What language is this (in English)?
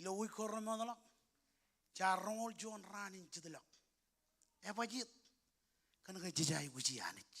Marshallese